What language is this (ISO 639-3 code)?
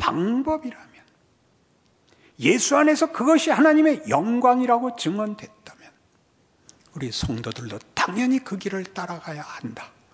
kor